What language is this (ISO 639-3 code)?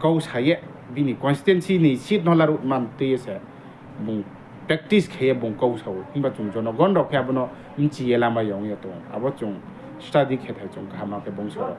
ria